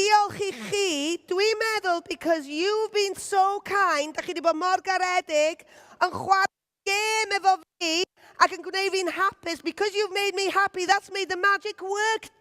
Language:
Welsh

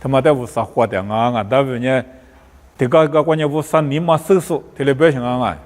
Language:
Lisu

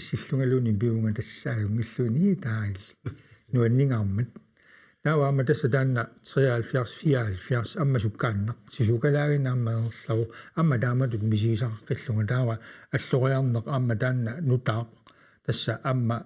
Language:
Kalaallisut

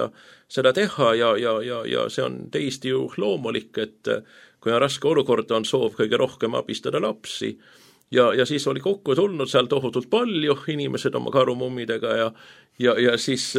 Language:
Estonian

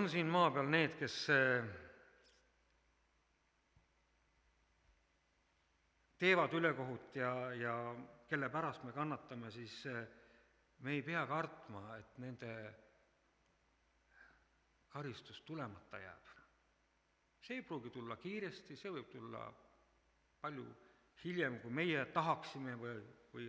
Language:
Estonian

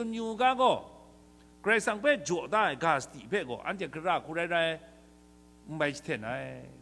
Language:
Kachin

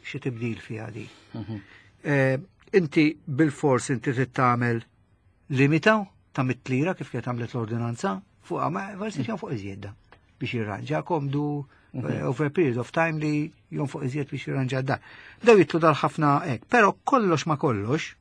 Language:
Maltese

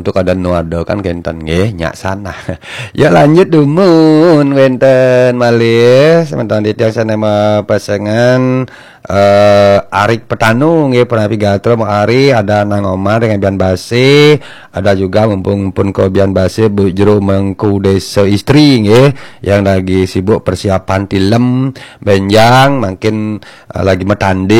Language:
Balinese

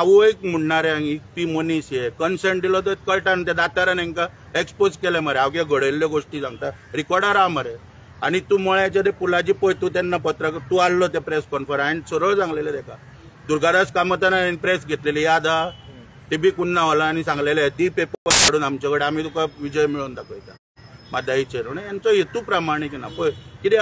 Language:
Konkani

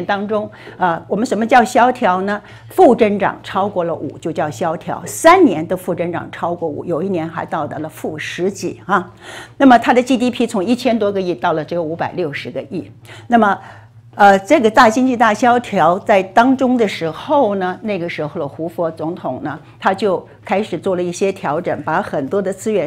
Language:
Chinese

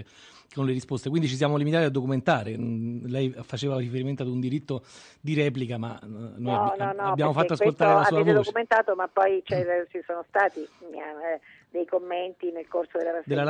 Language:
Italian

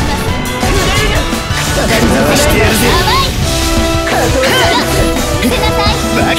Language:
Japanese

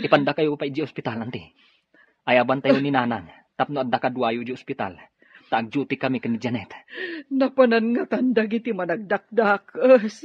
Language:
Iloko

